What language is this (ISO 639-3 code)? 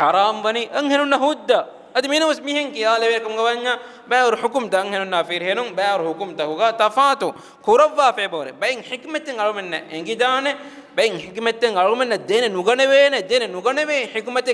div